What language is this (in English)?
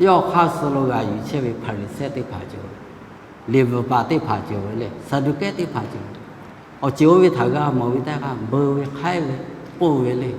Lahu